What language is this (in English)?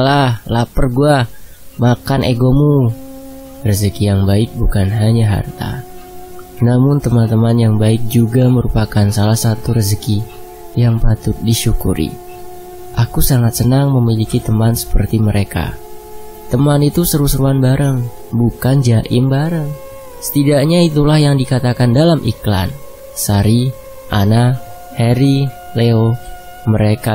Indonesian